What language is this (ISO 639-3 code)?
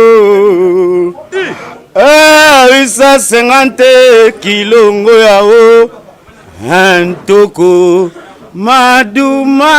lin